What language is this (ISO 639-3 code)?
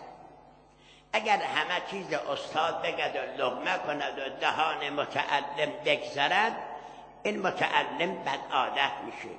fas